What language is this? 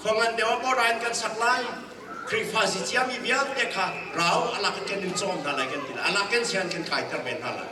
Hakha Chin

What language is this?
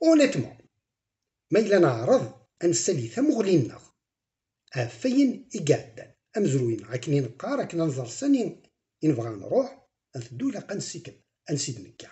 Kabyle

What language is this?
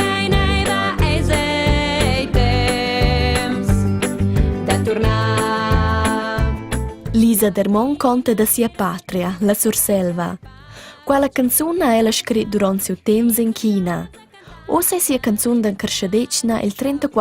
Romansh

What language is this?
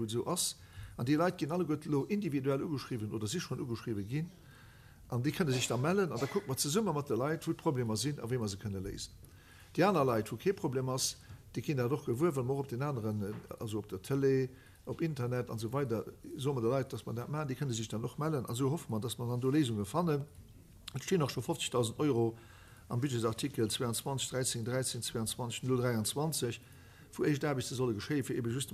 Luxembourgish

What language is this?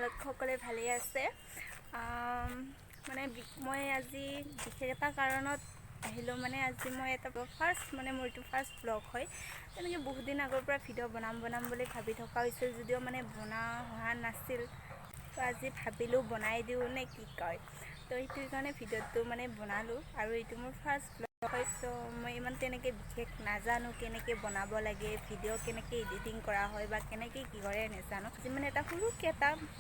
Assamese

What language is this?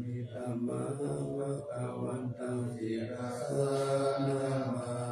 Pali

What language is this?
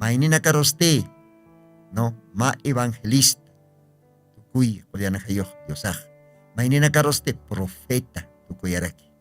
Aymara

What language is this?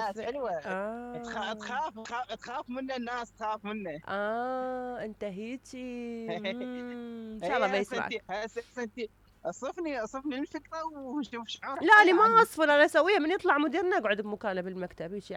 Mesopotamian Arabic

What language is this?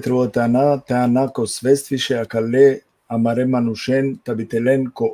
Balkan Romani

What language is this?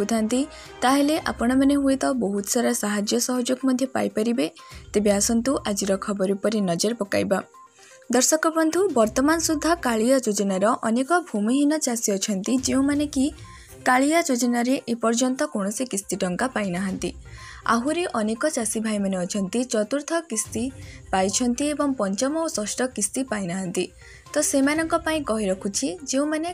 Odia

